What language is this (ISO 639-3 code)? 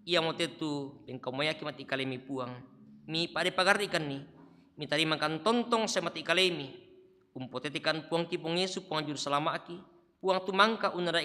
sda